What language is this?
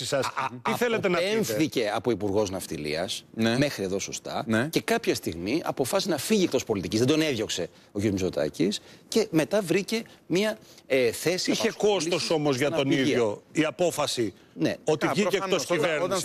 Greek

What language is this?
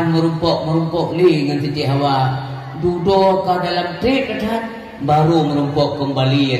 Achinese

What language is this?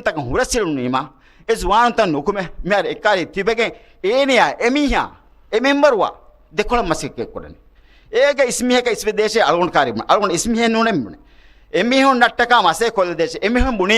Divehi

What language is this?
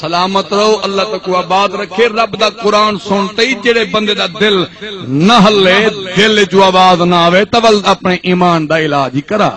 Saraiki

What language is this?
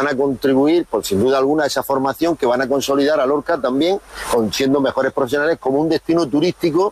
Spanish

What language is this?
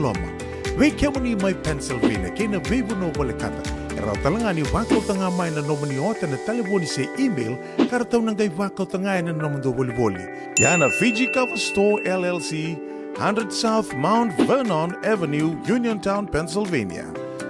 Fijian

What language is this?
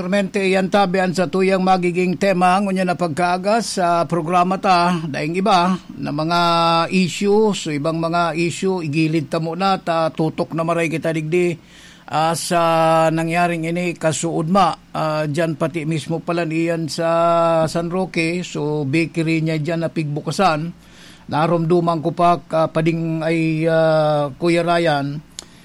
Bikol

